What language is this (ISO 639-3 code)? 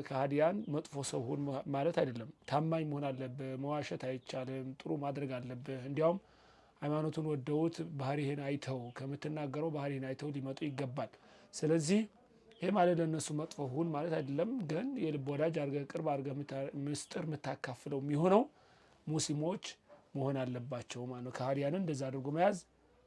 amh